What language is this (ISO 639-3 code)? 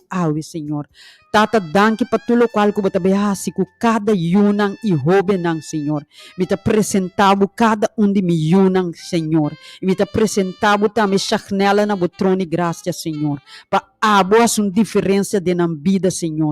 pap